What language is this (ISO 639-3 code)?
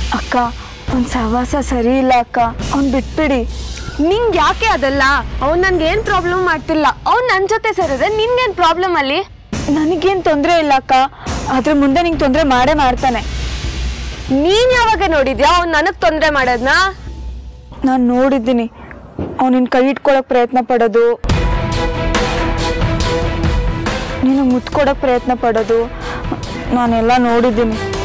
kan